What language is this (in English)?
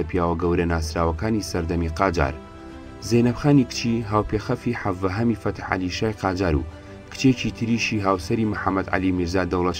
Central Kurdish